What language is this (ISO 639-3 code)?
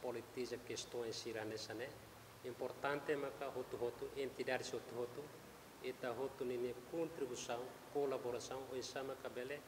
tet